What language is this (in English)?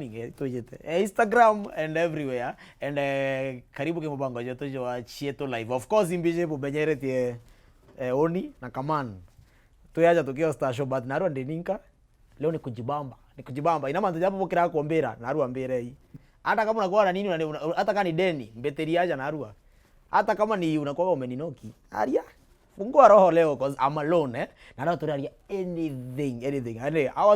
Meru